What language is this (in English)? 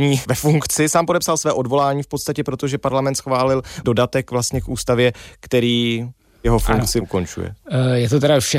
Czech